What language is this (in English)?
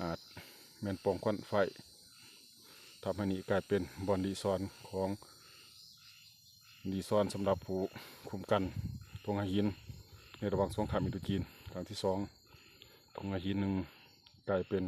Lao